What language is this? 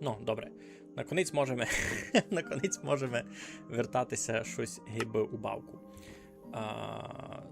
Rusyn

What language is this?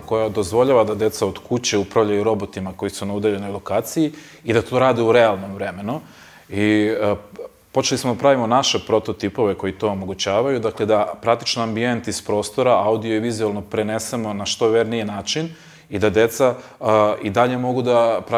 Serbian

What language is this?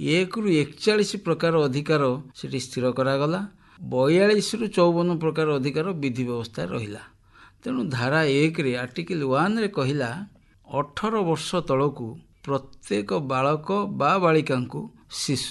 Odia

